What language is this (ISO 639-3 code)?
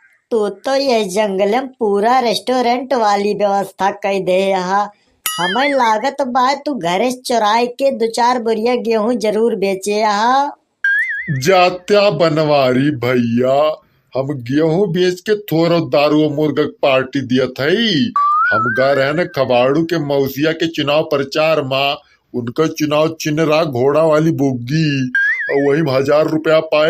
awa